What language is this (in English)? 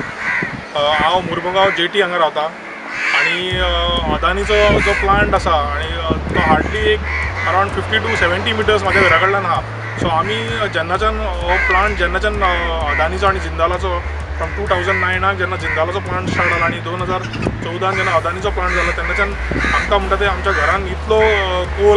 Konkani